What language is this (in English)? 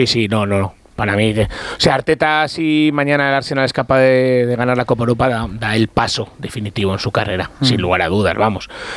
Spanish